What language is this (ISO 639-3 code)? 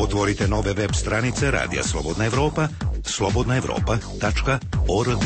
hrv